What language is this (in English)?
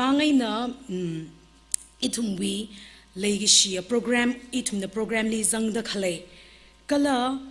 Tangkhul Naga (India)